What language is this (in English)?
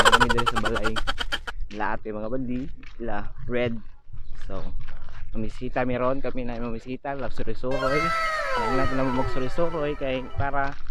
Cebuano